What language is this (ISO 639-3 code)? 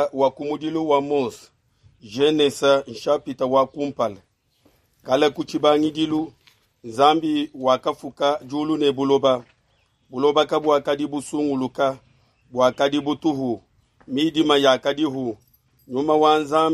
lua